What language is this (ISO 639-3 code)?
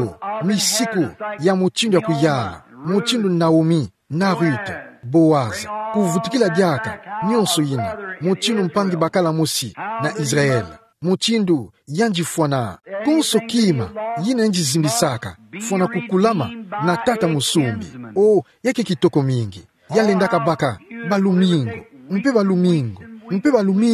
ktu